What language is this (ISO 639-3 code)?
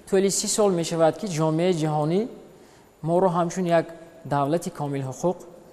tgk